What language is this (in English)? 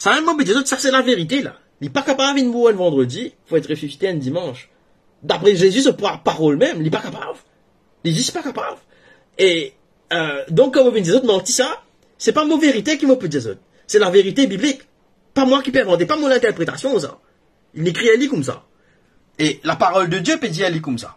Morisyen